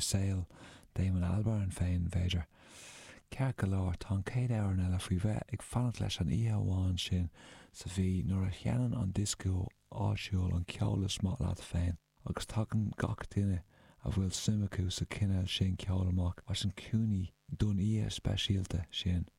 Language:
Irish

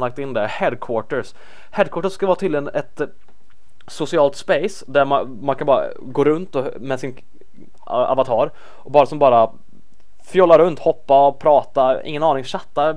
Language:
Swedish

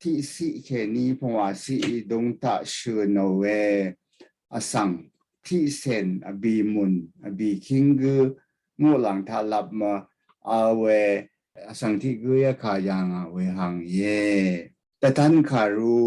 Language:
Rawang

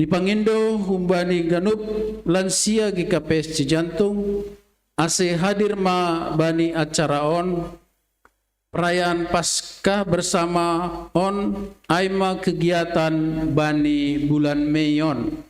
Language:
Batak Simalungun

